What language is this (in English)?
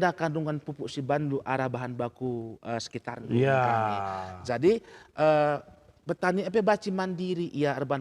Batak Karo